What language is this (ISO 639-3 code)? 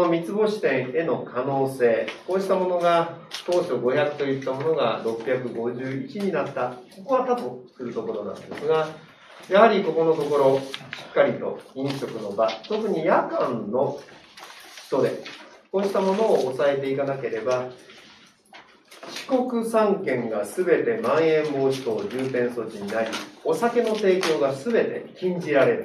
jpn